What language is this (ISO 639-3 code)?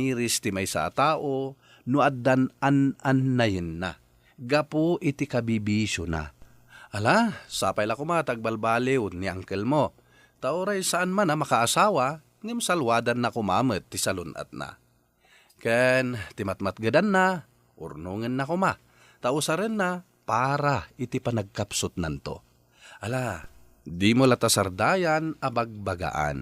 ilo